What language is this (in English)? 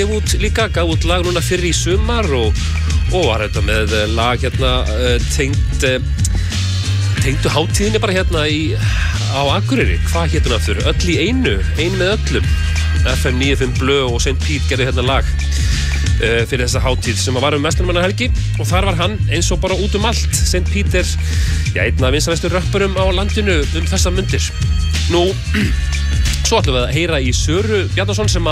Icelandic